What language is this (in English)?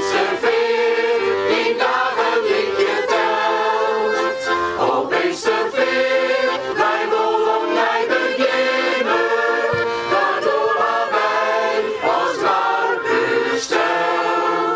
Western Frisian